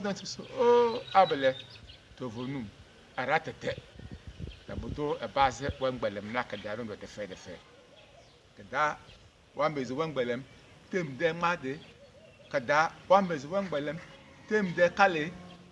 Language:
Tem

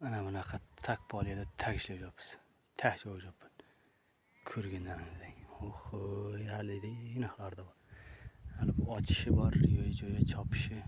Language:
Uzbek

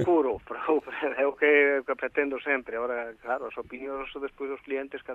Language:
Galician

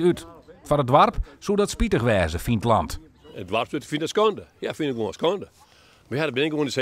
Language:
Western Frisian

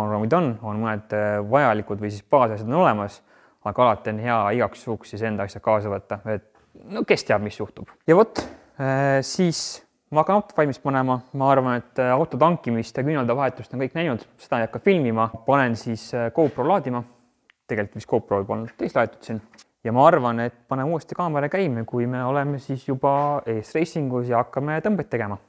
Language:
Estonian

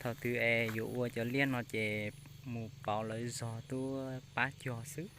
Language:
Hmong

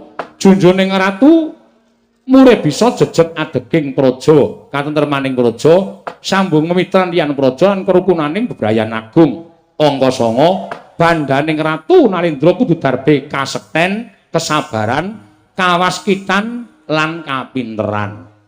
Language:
Javanese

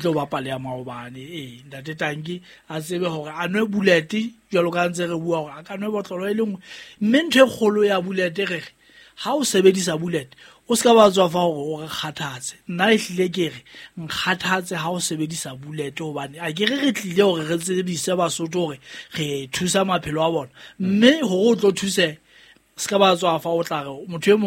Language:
Southern Sotho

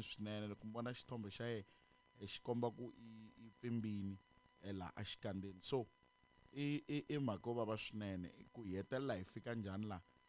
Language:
Tsonga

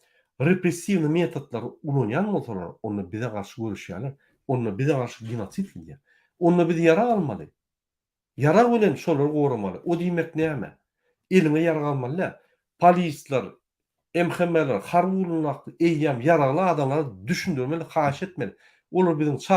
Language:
Turkmen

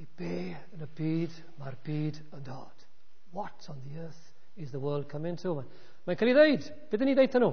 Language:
Welsh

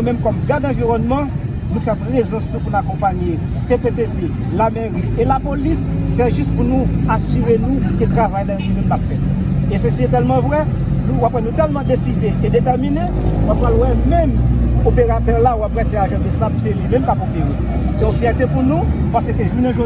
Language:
Haitian Creole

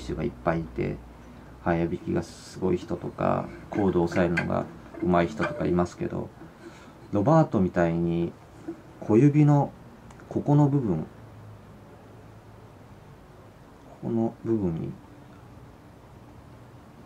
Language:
Japanese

